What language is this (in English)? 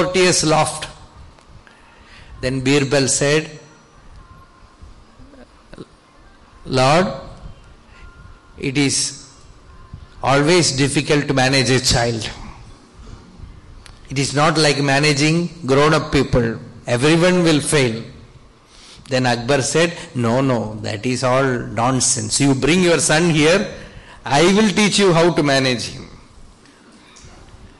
English